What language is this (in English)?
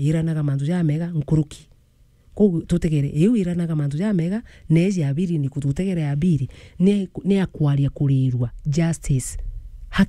Meru